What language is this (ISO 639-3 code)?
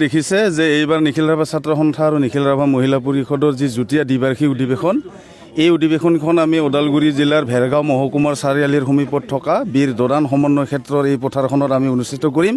asm